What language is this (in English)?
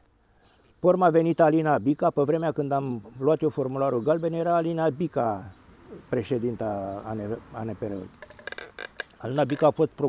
Romanian